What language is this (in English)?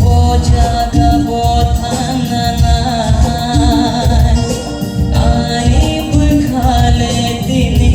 Kok Borok